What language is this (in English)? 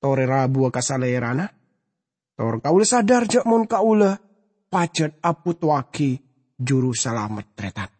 Madurese